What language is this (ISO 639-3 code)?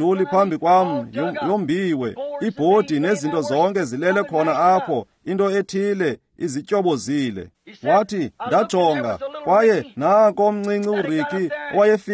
xho